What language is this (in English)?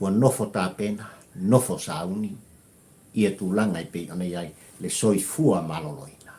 Samoan